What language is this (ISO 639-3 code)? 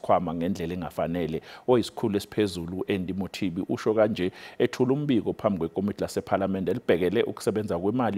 zul